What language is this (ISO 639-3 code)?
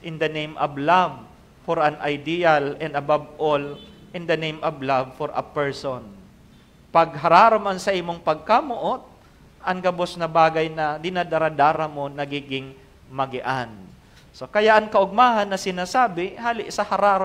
bik